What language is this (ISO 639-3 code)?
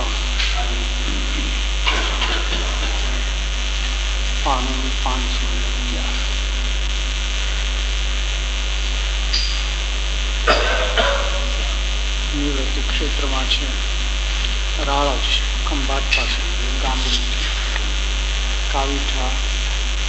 guj